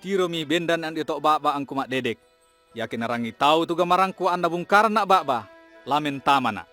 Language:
Toraja-Sa'dan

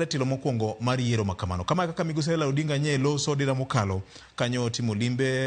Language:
Luo (Kenya and Tanzania)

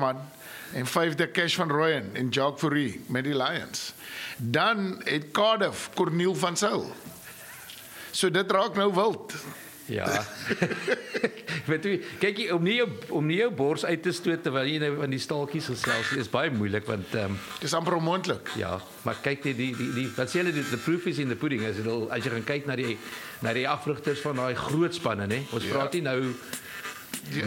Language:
Afrikaans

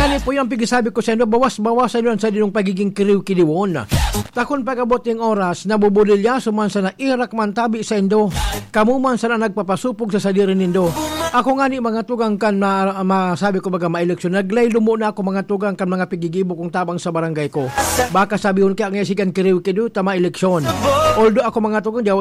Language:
Bikol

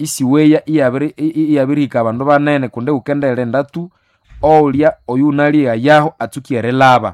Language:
Nande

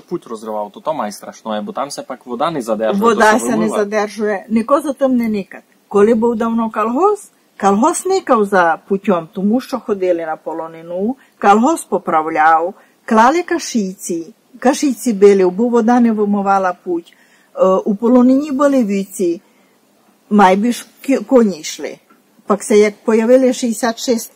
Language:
Rusyn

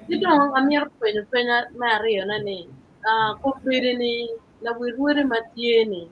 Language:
Acoli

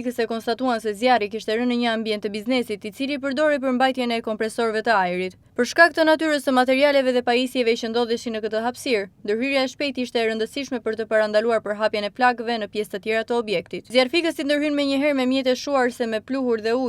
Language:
Albanian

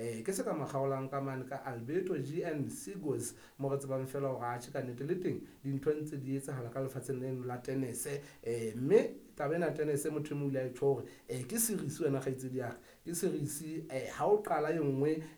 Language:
Southern Sotho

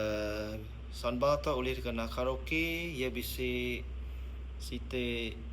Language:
Iban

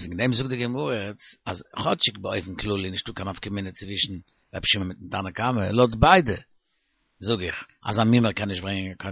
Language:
Yiddish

